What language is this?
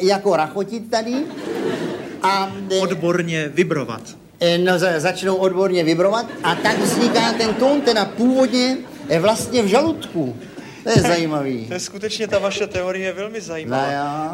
Czech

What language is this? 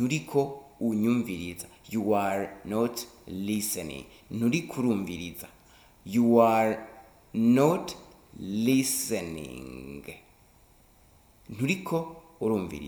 Rundi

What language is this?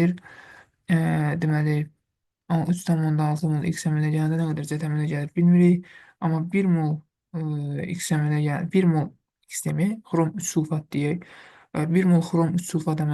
Azerbaijani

